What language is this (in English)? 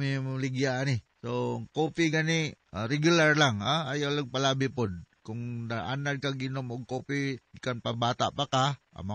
Cebuano